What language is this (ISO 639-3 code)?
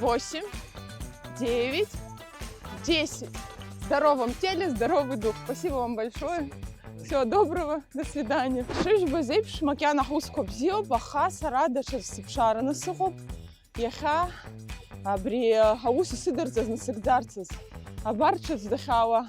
abk